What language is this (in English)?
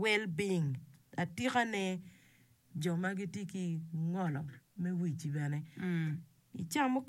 Acoli